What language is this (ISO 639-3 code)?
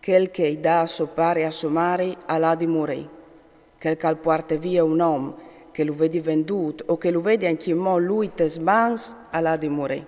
fur